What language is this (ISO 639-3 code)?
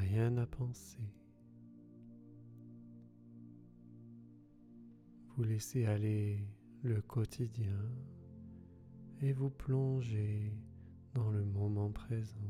fra